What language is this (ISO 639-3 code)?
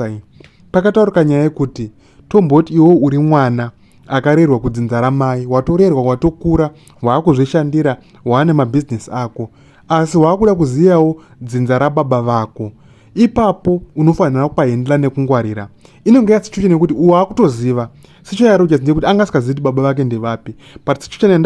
sna